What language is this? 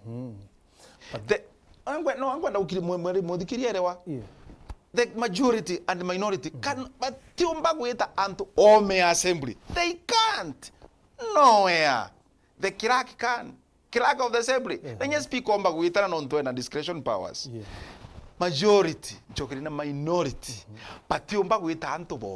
Meru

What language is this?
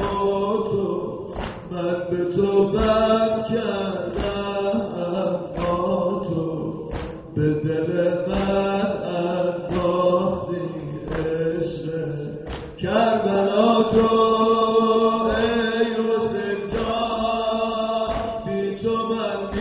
Persian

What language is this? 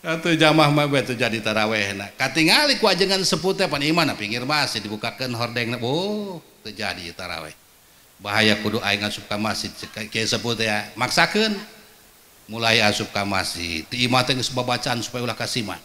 Sundanese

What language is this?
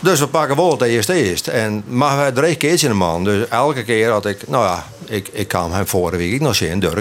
Western Frisian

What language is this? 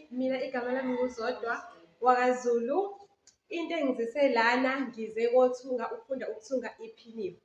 Zulu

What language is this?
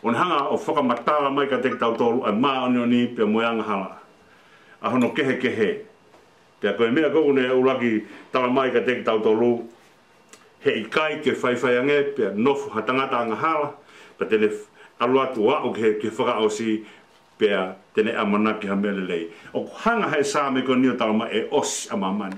Tongan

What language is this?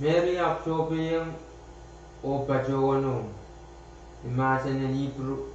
Pohnpeian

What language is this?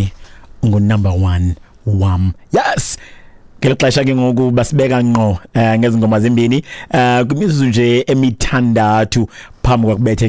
Xhosa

